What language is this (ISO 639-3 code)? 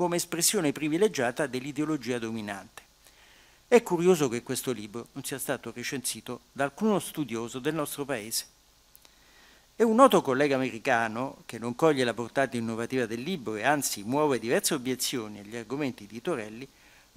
ita